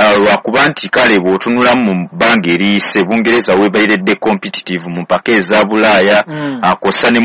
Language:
Ganda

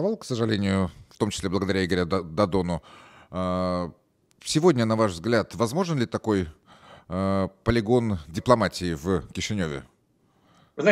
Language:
Russian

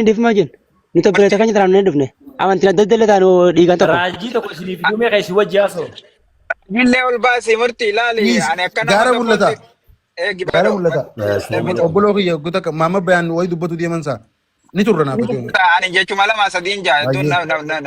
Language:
Oromo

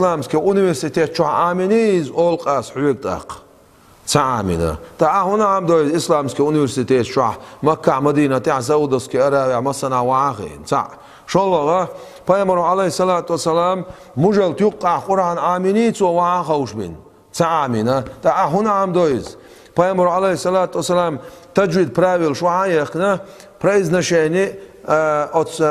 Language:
Chechen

